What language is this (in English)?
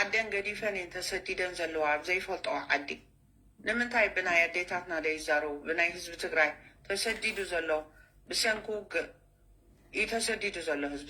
Tigrinya